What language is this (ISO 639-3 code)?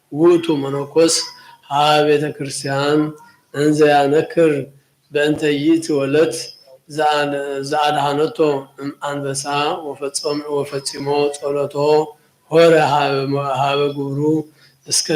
gez